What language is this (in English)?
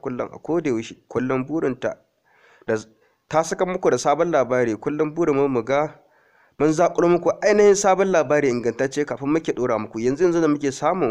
Hausa